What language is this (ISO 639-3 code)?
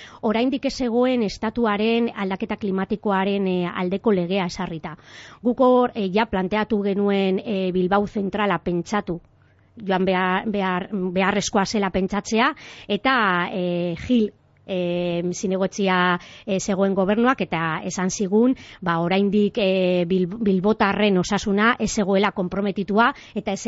eus